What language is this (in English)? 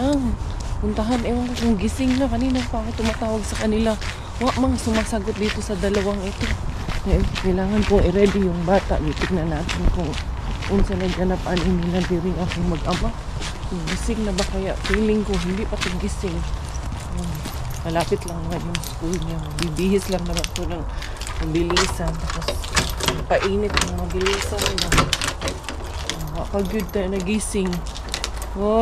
Filipino